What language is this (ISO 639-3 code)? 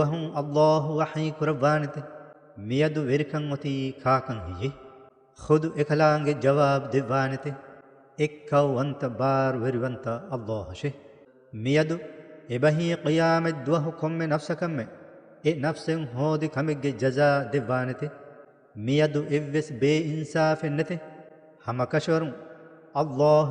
div